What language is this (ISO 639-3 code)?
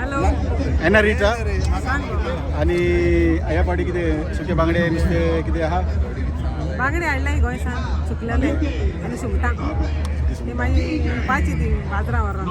kok